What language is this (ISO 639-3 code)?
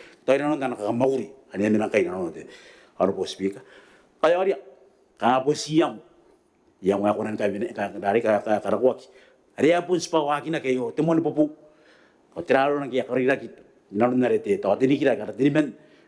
gil